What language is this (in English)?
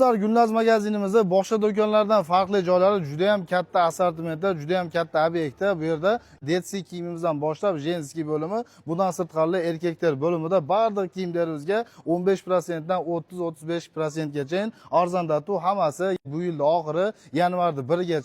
Uzbek